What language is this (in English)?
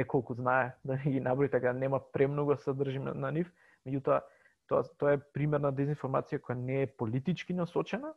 Macedonian